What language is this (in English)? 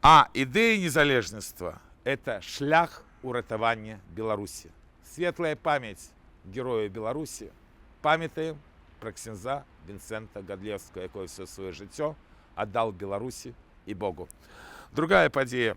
Belarusian